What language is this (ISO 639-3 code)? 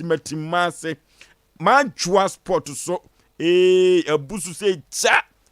aka